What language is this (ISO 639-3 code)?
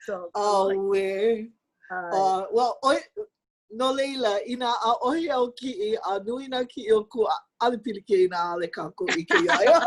haw